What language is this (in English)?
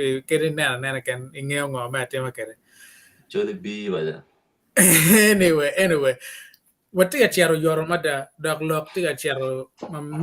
Acoli